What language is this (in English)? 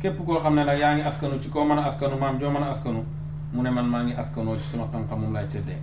Wolof